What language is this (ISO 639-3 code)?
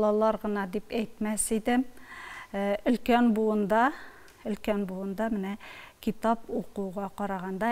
tat